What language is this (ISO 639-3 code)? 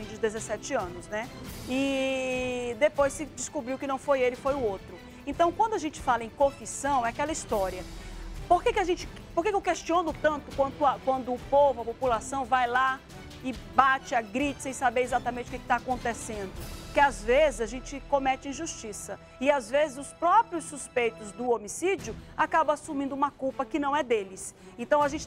por